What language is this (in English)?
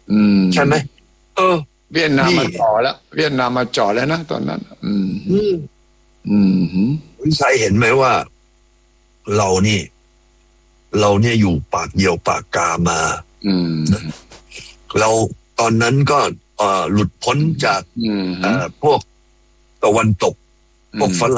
Thai